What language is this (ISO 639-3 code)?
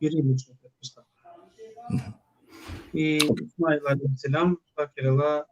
rmn